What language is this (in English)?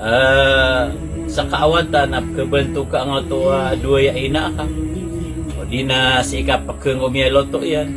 Maranao